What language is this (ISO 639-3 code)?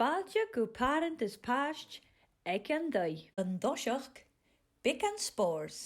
gla